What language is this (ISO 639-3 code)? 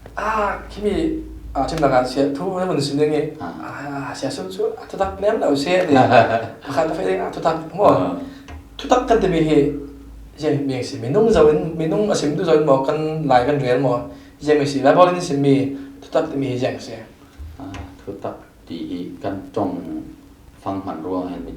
cfm